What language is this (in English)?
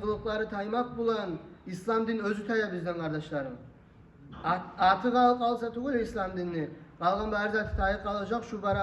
Kumyk